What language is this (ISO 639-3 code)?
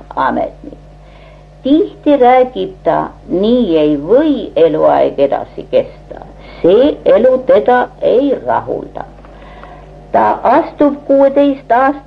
est